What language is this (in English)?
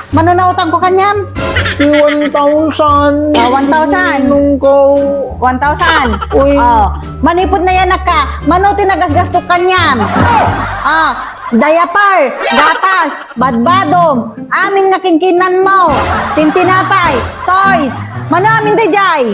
Iloko